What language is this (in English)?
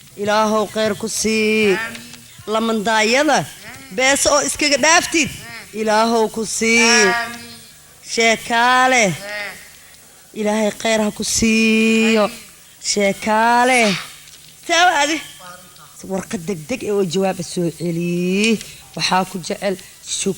Somali